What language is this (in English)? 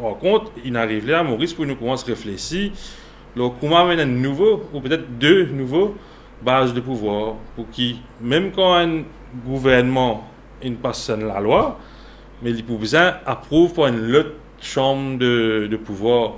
Morisyen